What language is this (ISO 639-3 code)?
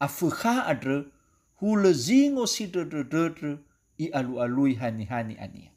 nia